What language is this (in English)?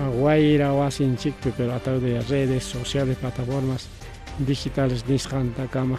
Ayacucho Quechua